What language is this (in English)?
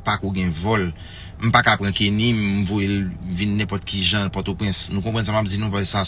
Haitian Creole